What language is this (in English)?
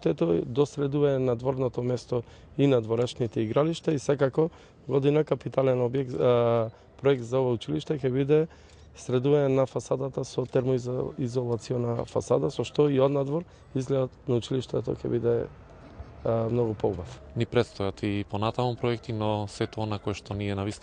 Macedonian